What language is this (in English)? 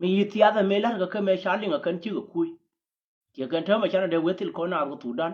Nuer